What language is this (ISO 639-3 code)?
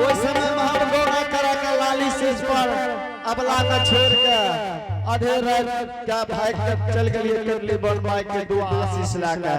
anp